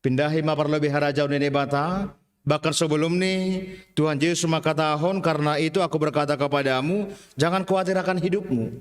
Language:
Batak Simalungun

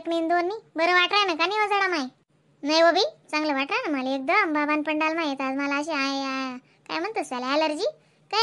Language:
Khandesi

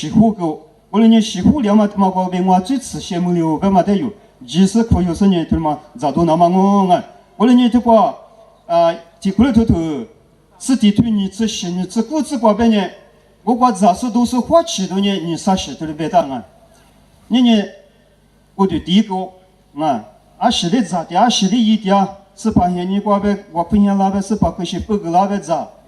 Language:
Lisu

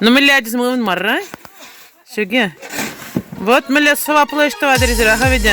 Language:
Chuvash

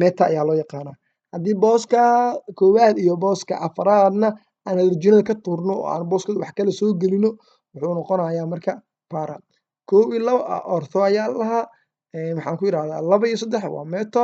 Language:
Somali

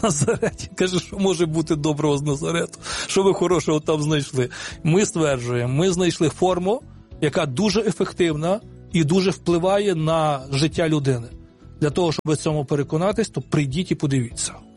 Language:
Ukrainian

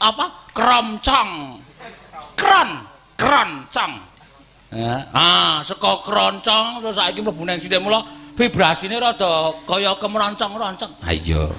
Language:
Javanese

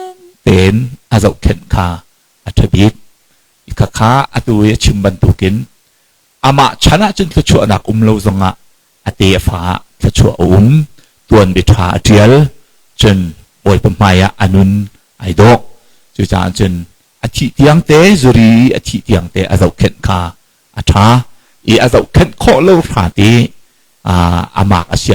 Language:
Hakha Chin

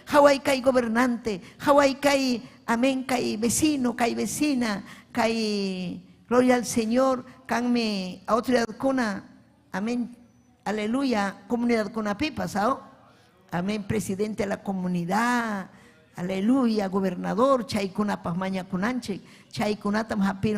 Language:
Ayacucho Quechua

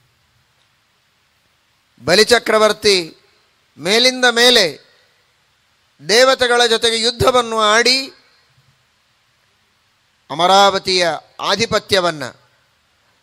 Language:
Kannada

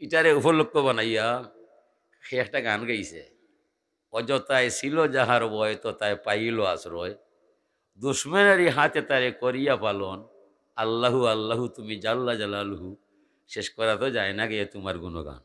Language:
Sylheti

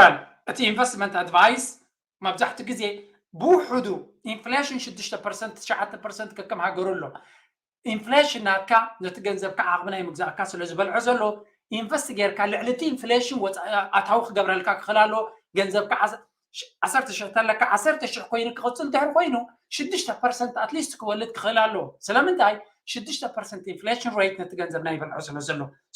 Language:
Tigrinya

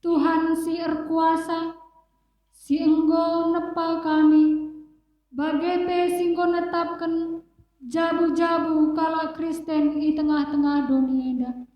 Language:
Batak Karo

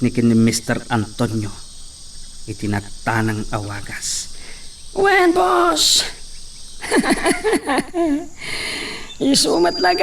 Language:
Iloko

